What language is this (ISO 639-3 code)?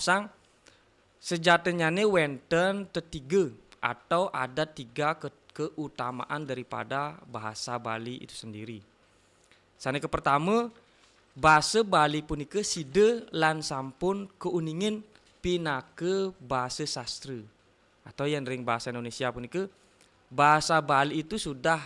ban